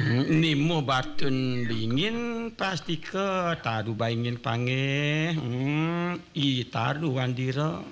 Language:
Balinese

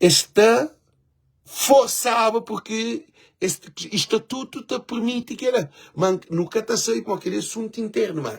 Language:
Kabuverdianu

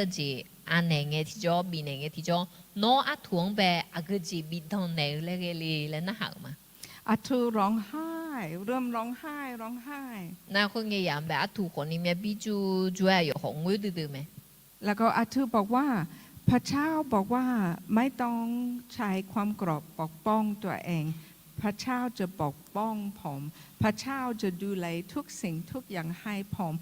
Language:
Akha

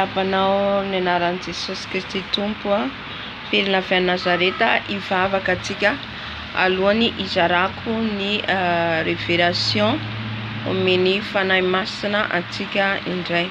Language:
Malagasy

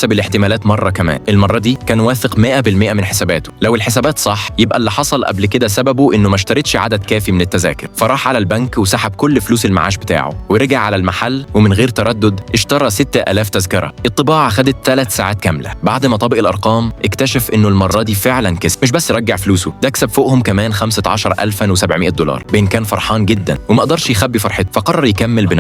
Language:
Egyptian Arabic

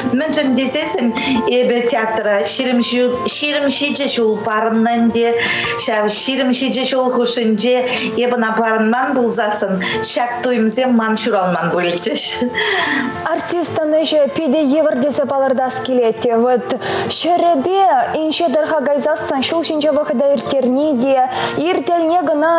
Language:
Chuvash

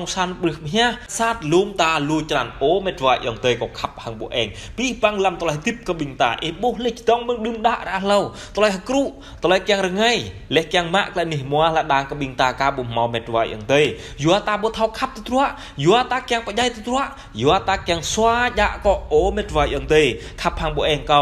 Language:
Jarai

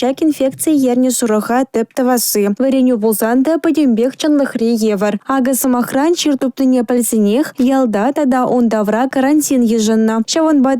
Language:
Chuvash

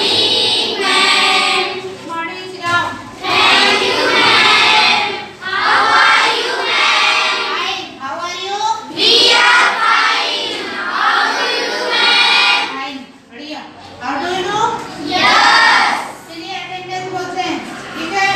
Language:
Chhattisgarhi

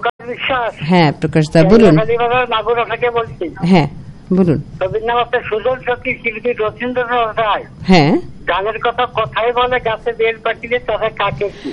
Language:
Bangla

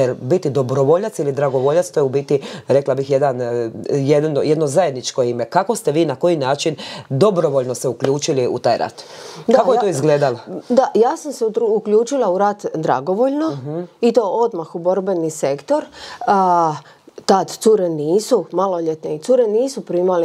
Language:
Croatian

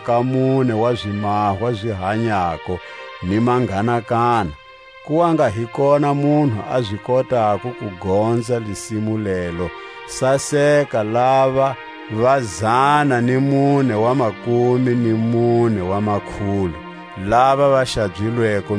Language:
Tswa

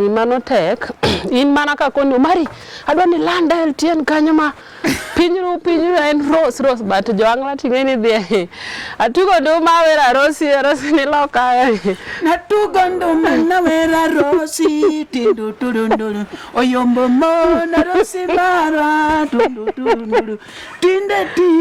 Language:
Luo (Kenya and Tanzania)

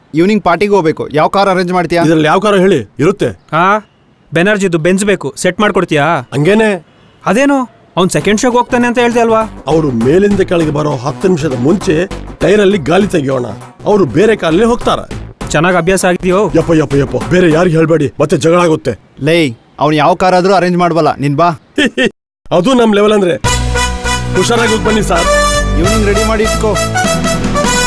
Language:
Kannada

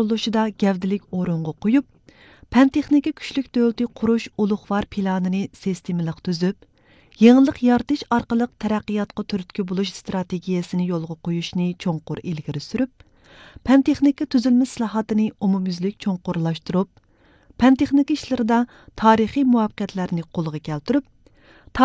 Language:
Uyghur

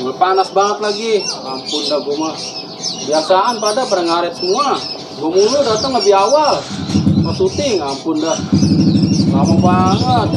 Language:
Betawi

